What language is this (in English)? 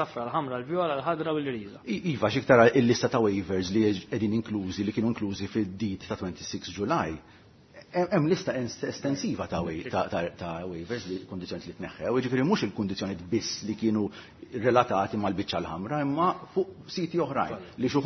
Maltese